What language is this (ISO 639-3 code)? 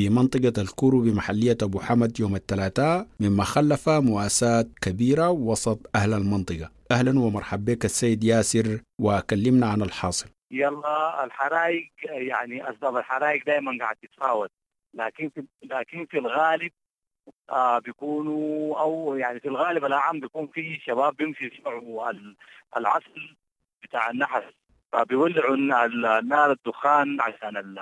apd